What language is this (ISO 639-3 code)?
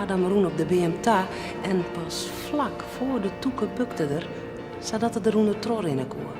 fry